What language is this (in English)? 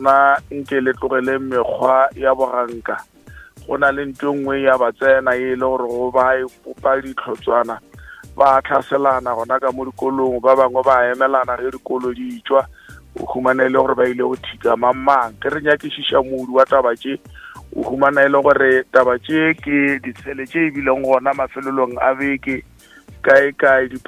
Northern Sotho